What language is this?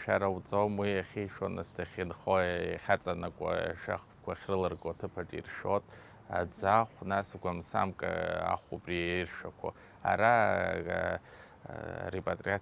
Abkhazian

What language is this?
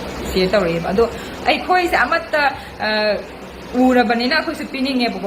Manipuri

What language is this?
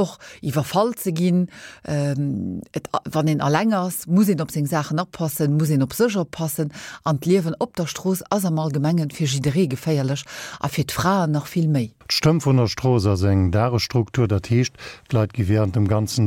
Luxembourgish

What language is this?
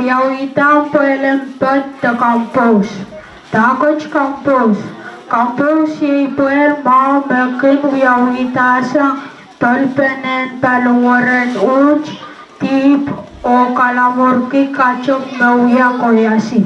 Pohnpeian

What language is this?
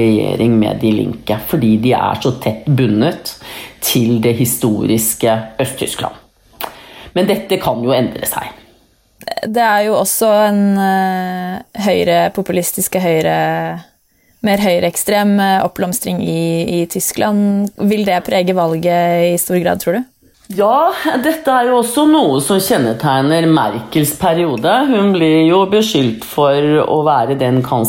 Norwegian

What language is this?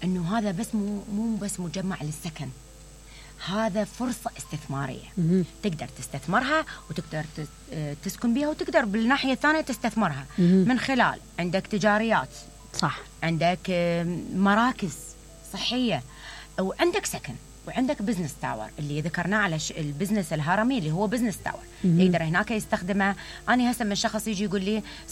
Mesopotamian Arabic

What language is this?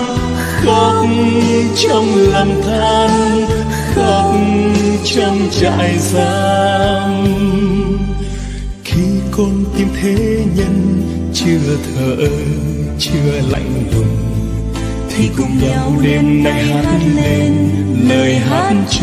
Vietnamese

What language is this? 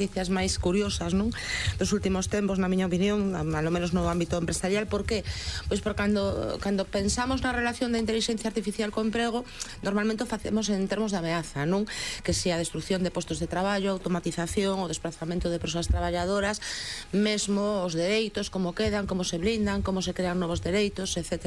Galician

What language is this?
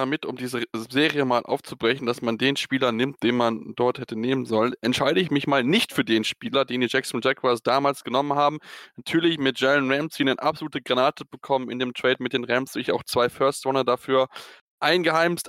German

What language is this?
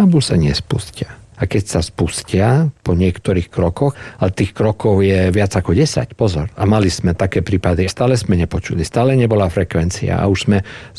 Slovak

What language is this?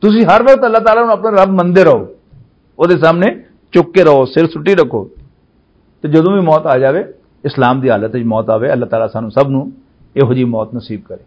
Western Panjabi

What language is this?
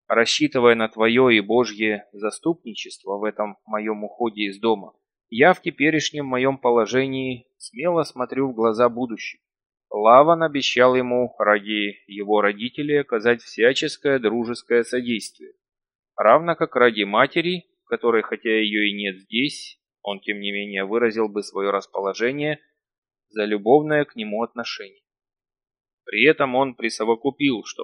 Russian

